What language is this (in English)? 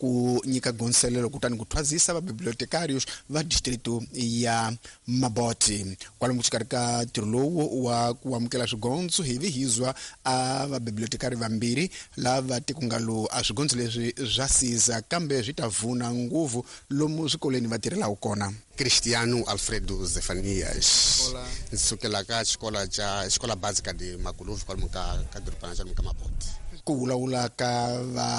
Tsonga